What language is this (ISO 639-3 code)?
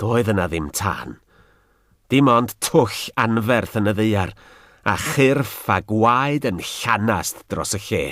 cym